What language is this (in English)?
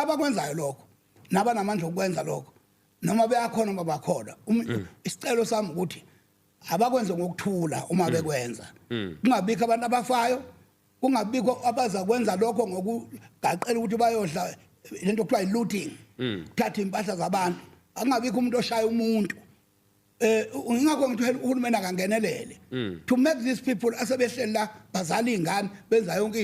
Zulu